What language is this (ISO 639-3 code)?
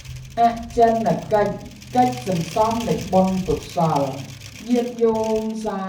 khm